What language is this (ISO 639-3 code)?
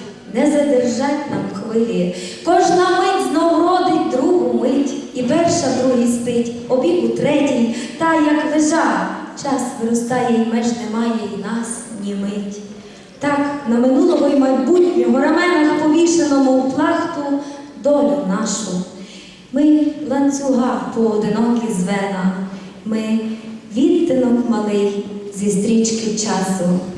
rue